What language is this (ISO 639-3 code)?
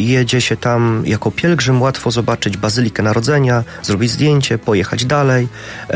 pol